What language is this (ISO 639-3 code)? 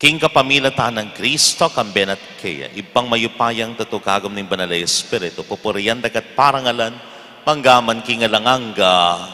pam